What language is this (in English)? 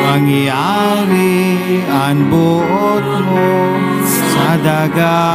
Bikol